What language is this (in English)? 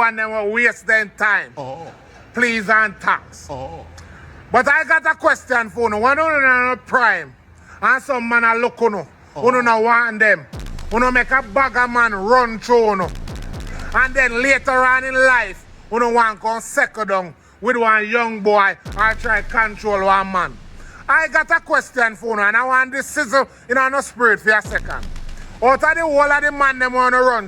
Jamaican Creole English